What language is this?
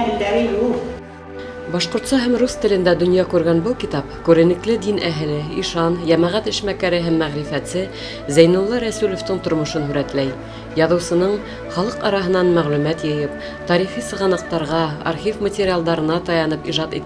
Bashkir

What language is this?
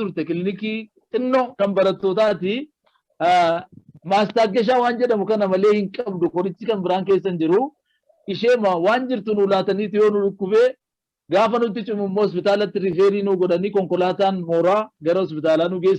Oromo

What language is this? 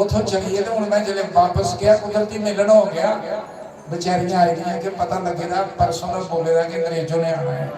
Dogri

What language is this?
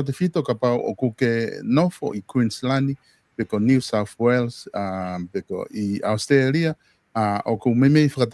Tongan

